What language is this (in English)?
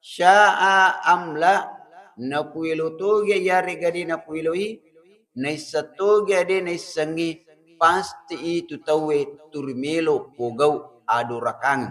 Buginese